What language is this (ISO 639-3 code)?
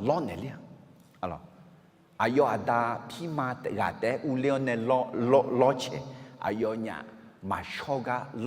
ahk